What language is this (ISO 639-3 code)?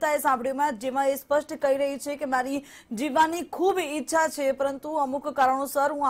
guj